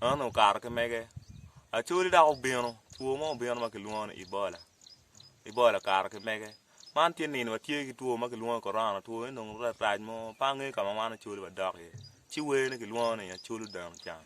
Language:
Acoli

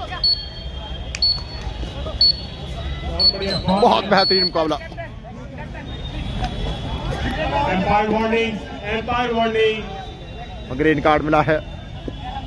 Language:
Hindi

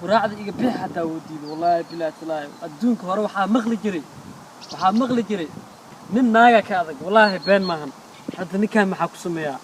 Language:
Somali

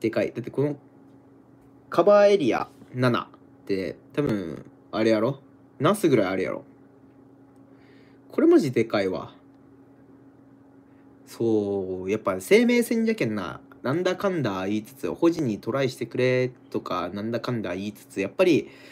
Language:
Japanese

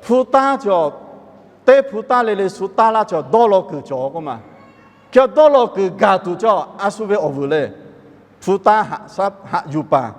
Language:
Lahu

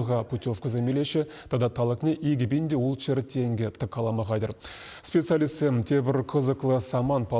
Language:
Chuvash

